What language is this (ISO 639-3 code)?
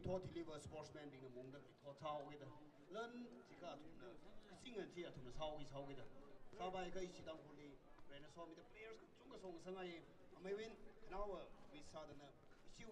nmf